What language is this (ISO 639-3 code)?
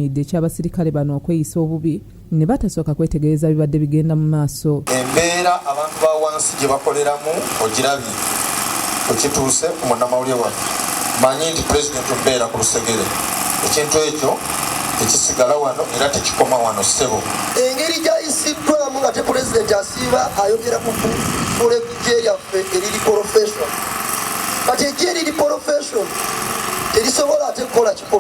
lug